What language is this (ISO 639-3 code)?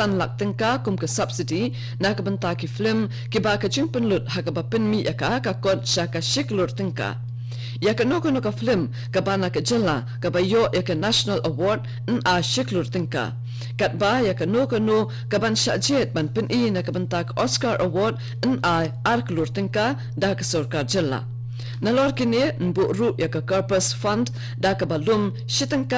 kha